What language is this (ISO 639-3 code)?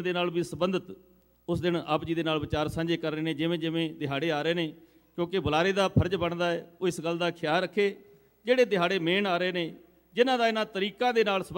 pan